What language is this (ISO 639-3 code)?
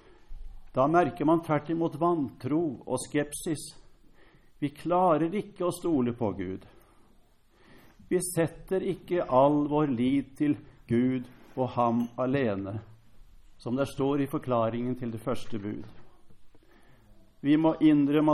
nor